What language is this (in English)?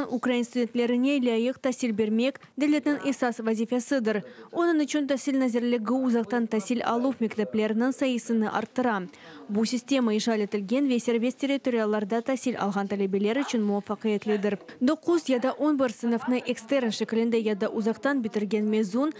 Crimean Tatar